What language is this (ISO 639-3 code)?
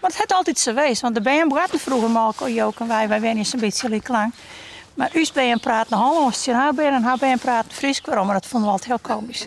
fry